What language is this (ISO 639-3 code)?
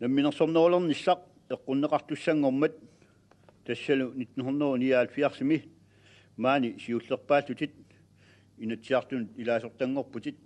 kal